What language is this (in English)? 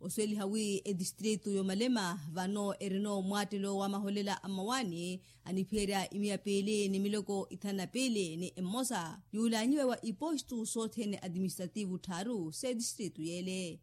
Makhuwa